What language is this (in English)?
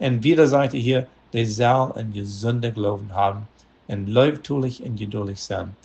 Plautdietsch